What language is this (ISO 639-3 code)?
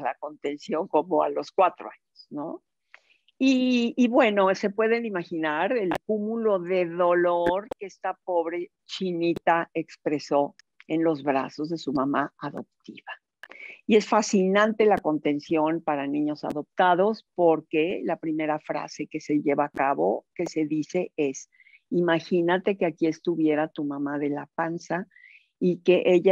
spa